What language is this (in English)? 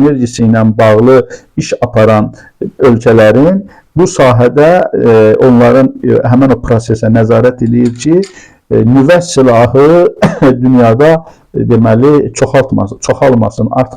Azerbaijani